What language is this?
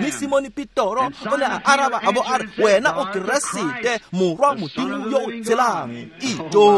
Tswana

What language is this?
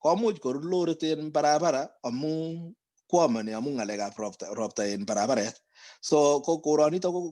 Kalenjin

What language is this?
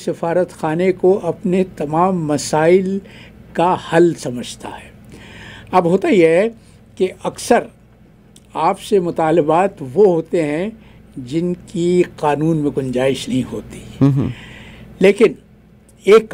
Urdu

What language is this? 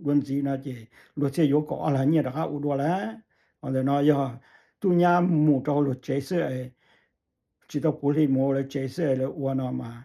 Hmong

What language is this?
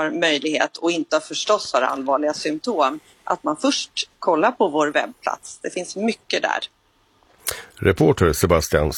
Swedish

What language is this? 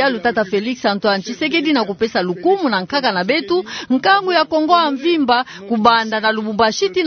Kituba (Democratic Republic of Congo)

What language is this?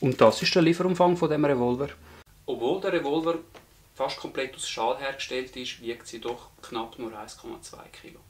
Swiss German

